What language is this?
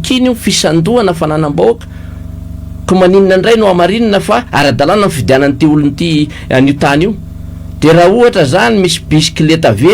Malagasy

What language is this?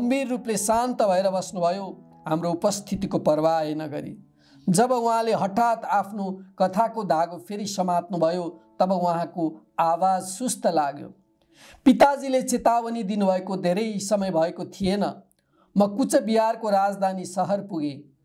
Nepali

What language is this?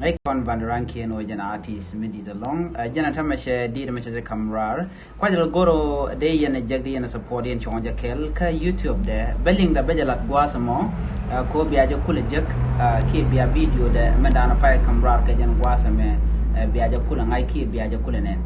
Nuer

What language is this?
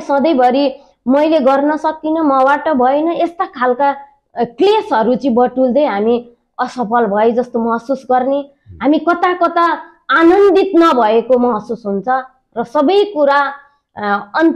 Nepali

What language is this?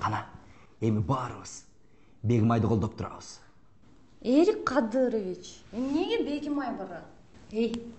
Kyrgyz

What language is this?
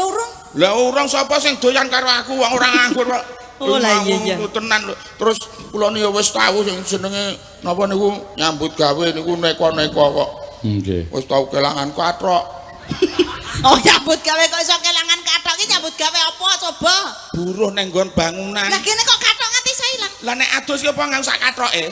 Javanese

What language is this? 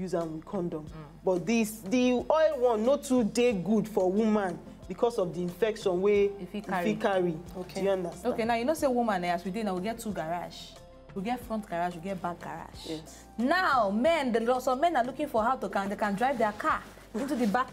Nigerian Pidgin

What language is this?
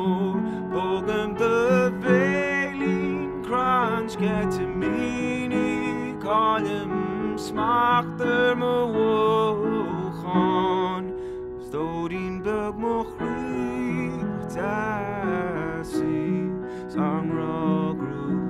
Irish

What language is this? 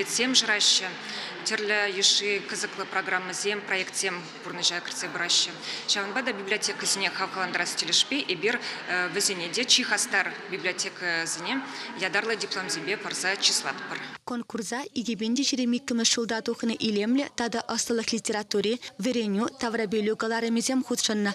Chuvash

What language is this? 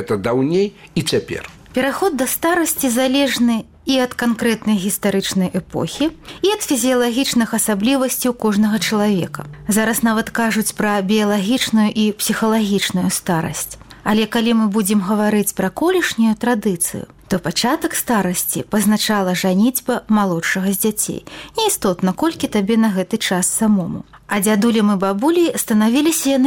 Belarusian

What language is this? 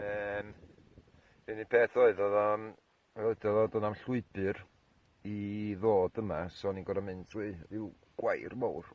Welsh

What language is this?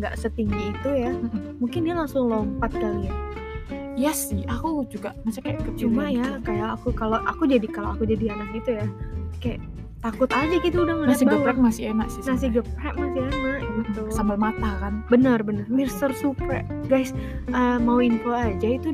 Indonesian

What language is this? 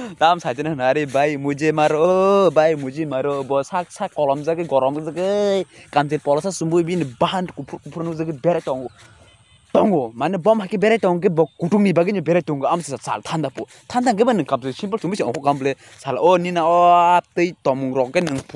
Kok Borok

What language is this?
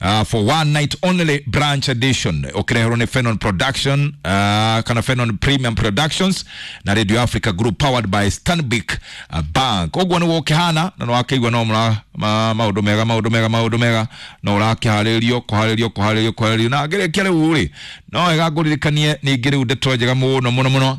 Kikuyu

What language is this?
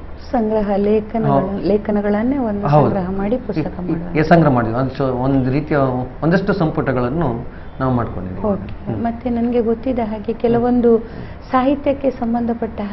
Kannada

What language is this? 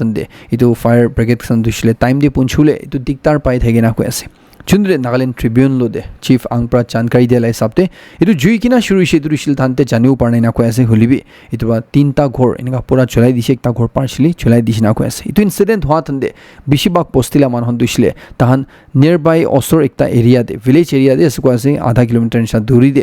Naga Pidgin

